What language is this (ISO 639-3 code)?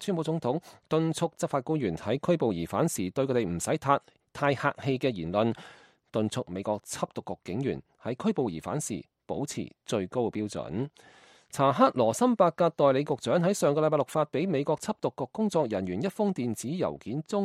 yue